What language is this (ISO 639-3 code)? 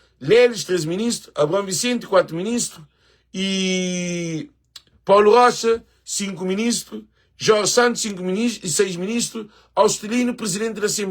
kea